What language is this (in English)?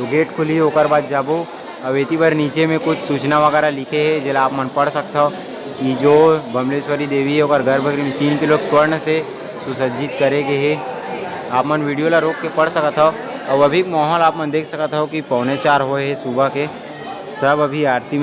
Chhattisgarhi